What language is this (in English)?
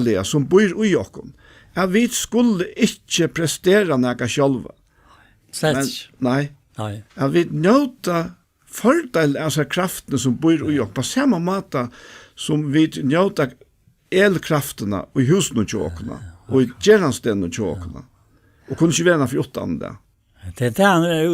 Faroese